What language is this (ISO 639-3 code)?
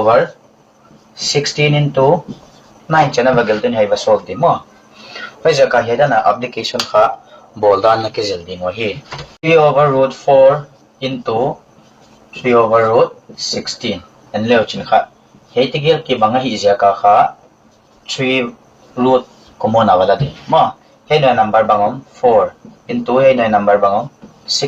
pck